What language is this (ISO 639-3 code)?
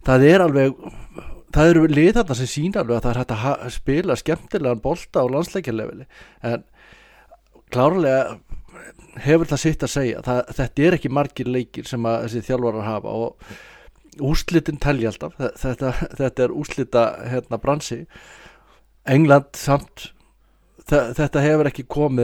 isl